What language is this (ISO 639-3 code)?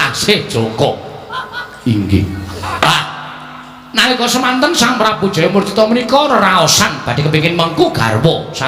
jav